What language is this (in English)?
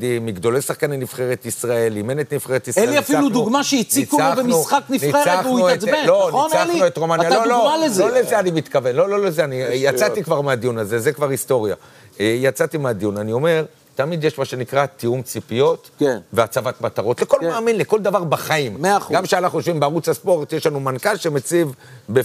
Hebrew